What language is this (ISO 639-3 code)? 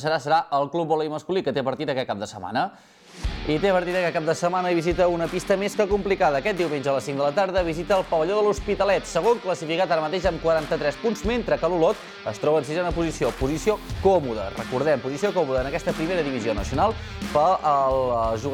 cat